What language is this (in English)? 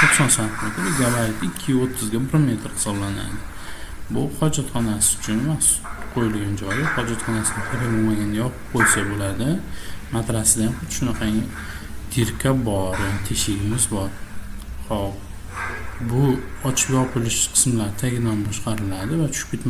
Uzbek